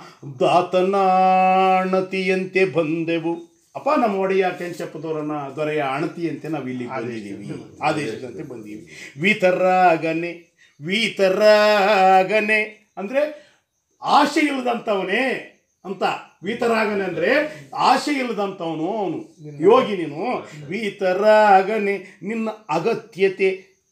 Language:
Kannada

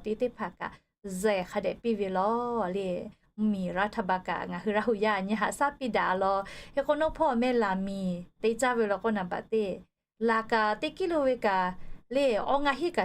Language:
Lahu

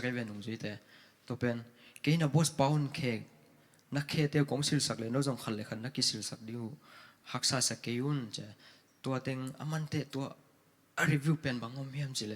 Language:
Tedim Chin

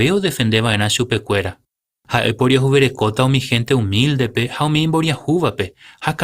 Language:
Guarani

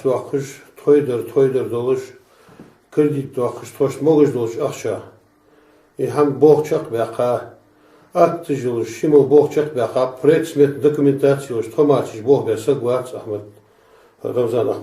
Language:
Chechen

